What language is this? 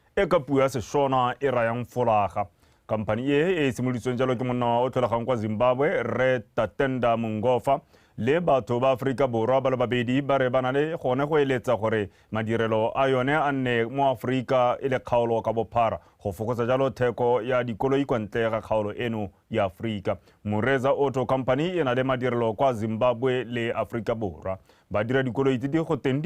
Tswana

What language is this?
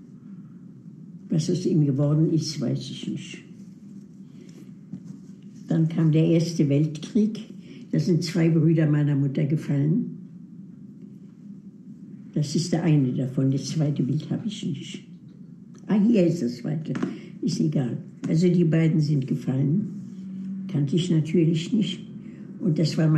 German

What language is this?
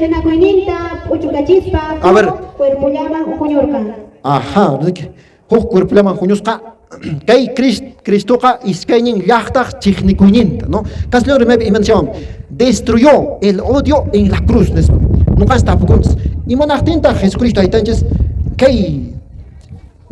Quechua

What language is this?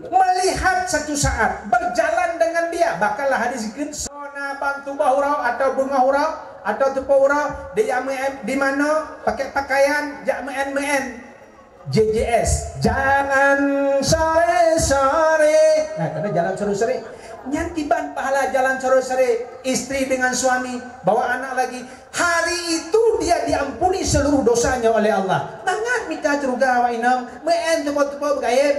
Achinese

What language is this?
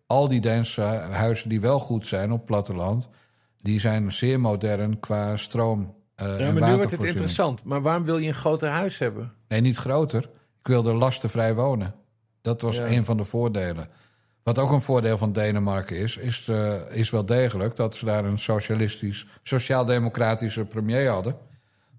Dutch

